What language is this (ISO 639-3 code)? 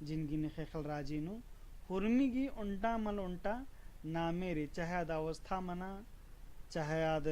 kru